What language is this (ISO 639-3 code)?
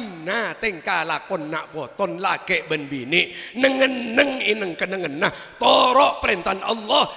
mad